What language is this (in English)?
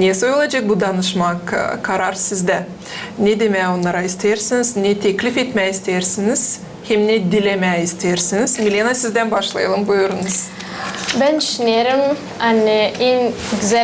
Gagauz